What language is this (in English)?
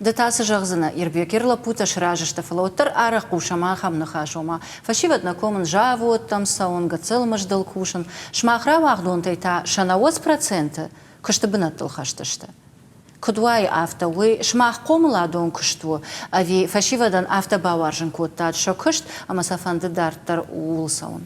Ossetic